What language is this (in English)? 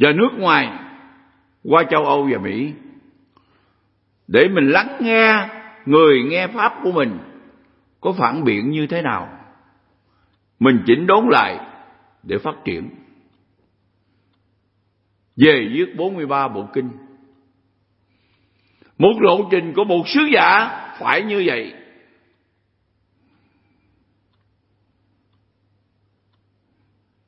Vietnamese